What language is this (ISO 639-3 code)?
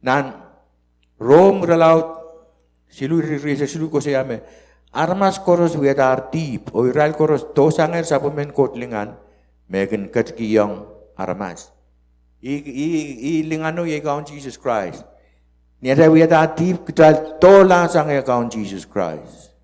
pon